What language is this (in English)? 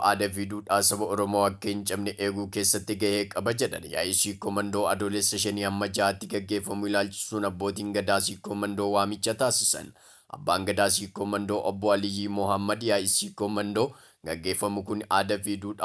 Oromo